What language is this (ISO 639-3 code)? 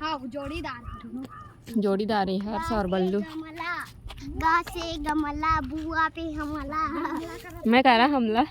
hne